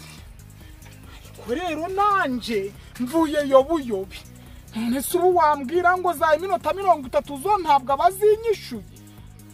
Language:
Kinyarwanda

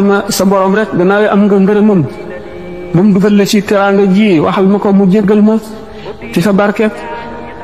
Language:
Wolof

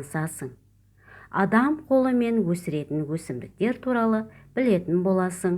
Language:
Kazakh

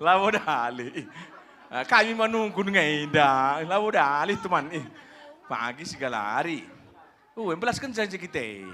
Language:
Batak Karo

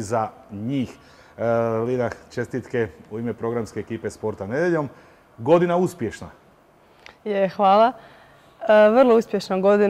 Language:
Croatian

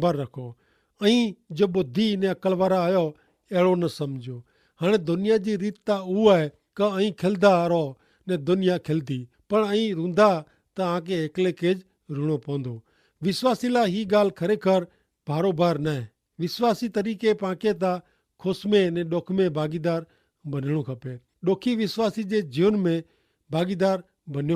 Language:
Kachhi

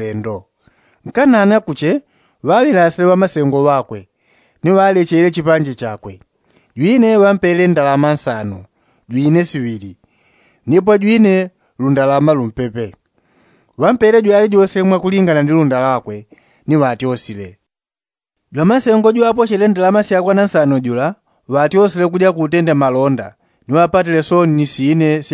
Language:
Yao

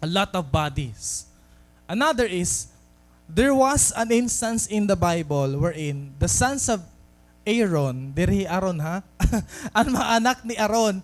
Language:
Waray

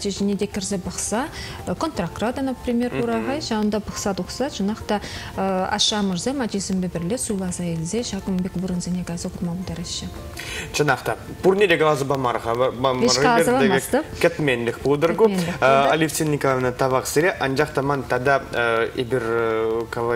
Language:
Chuvash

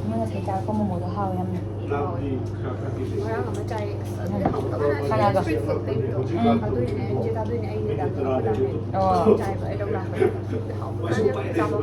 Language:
Manipuri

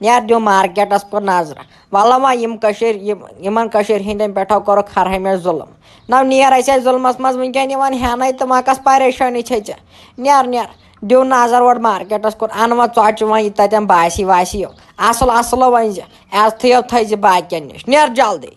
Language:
Kashmiri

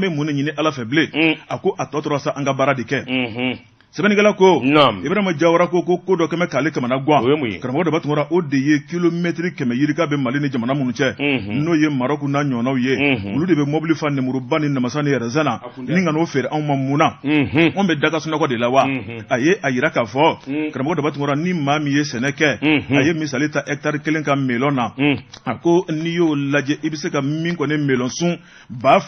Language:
Bambara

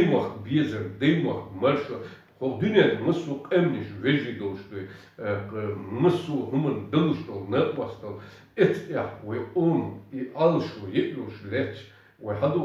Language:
Chechen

